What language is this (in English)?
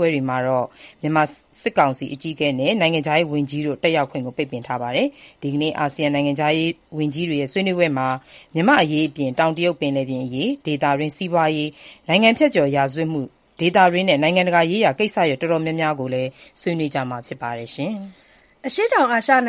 Burmese